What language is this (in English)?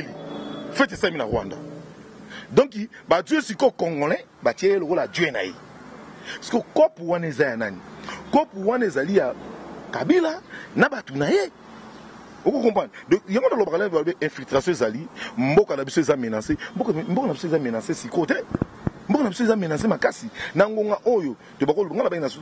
Lingala